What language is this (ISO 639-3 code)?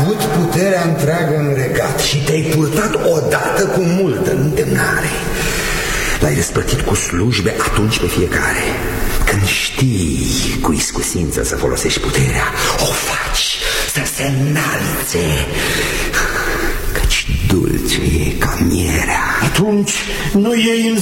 ron